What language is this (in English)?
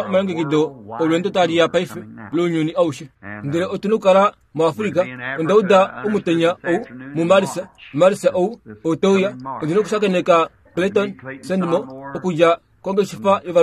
Kuanyama